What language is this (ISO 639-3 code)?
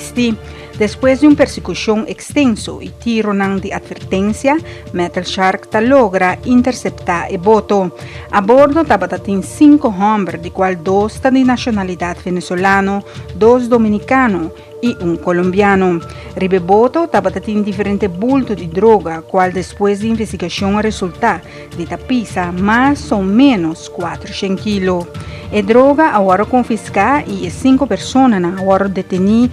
pap